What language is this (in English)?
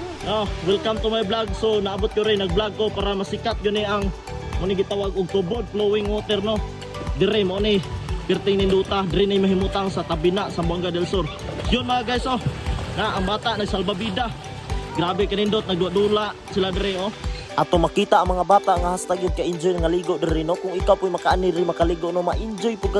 Cebuano